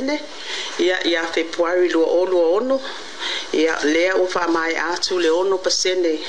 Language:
Samoan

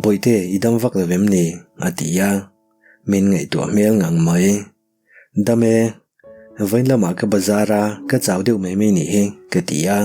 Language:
Mizo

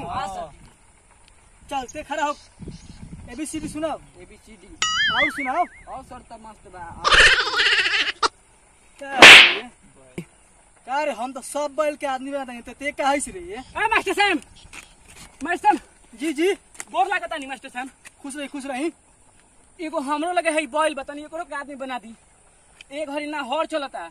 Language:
Bhojpuri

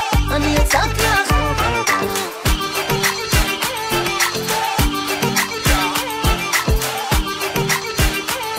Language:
Hebrew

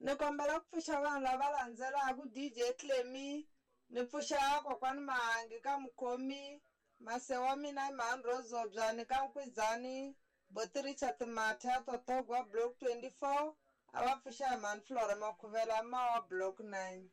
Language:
Tsonga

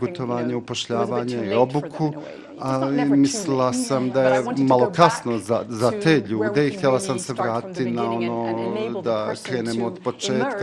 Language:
Bosnian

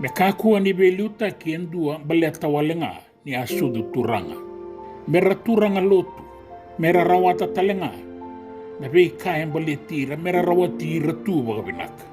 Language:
Fijian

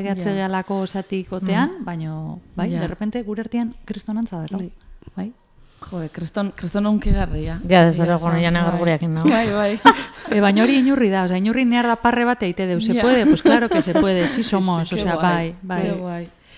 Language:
Basque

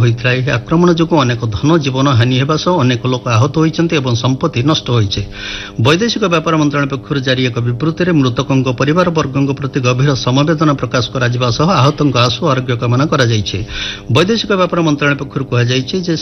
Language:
Odia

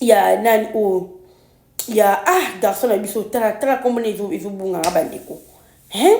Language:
Lingala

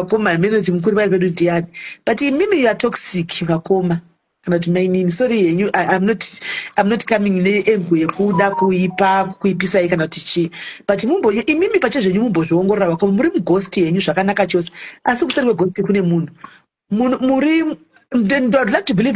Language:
Shona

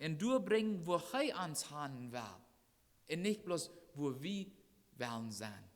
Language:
Plautdietsch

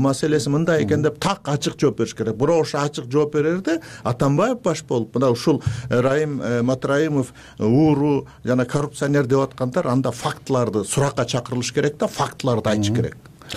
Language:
Kyrgyz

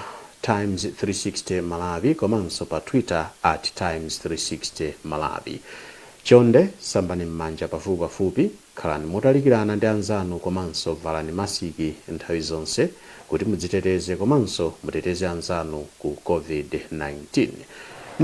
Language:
Nyanja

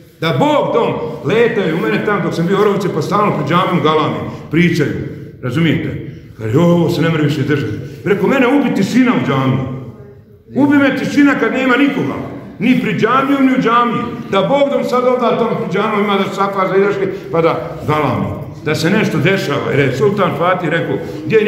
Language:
Bosnian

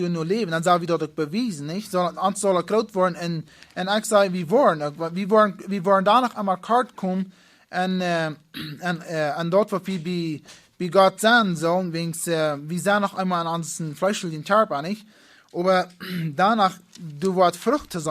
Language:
Plautdietsch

